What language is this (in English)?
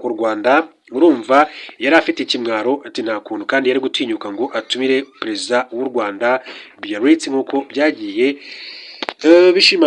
Kinyarwanda